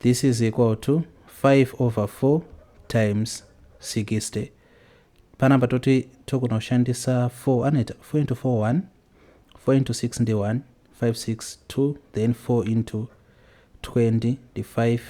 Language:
Shona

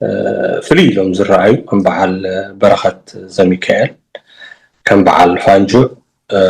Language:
Tigrinya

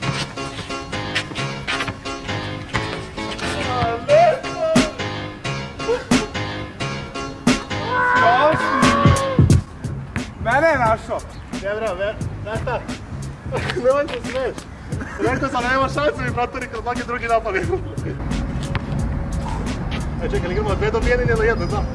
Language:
Serbian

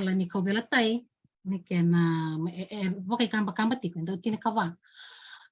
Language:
Fijian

